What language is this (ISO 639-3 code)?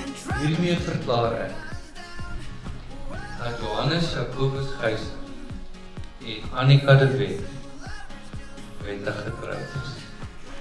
afr